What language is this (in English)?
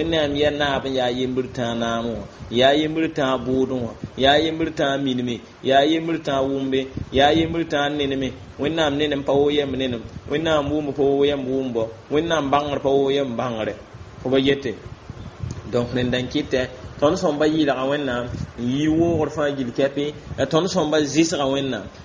Mossi